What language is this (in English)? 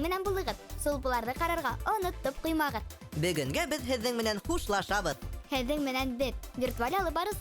Bashkir